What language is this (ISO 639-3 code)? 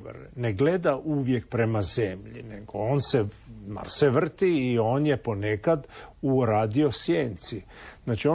hrv